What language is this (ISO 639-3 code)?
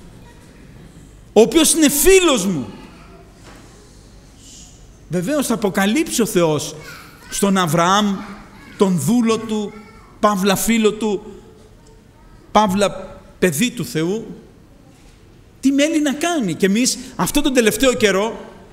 ell